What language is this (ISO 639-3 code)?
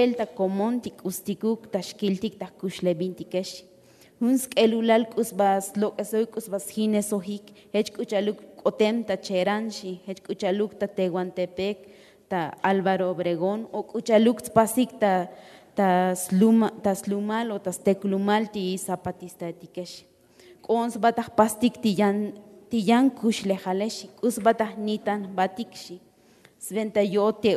tzo